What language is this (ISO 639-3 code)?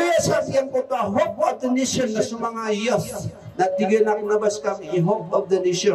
mrw